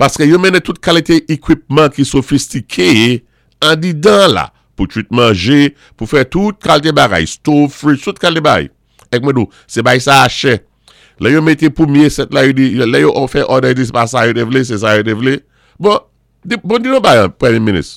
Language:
Saint Lucian Creole French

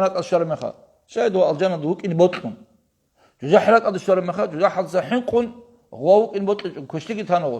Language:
Avaric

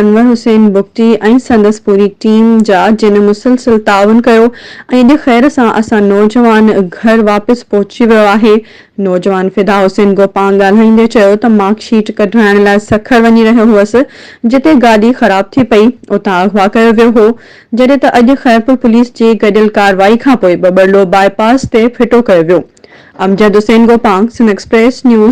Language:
Sindhi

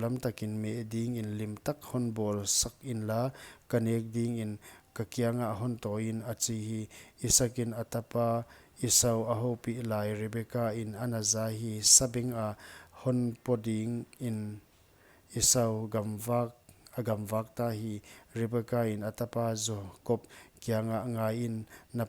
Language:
Paite Chin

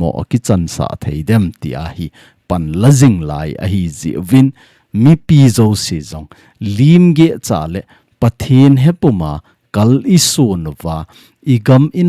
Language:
Thado Chin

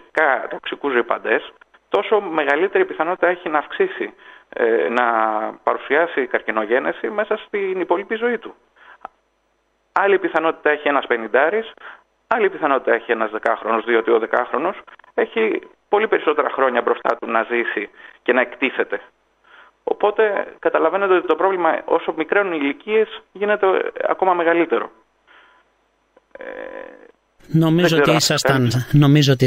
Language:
Greek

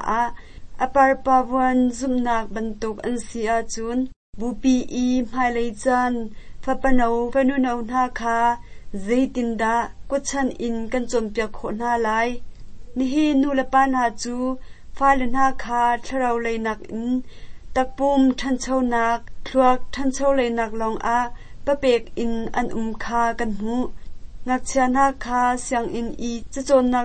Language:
Hakha Chin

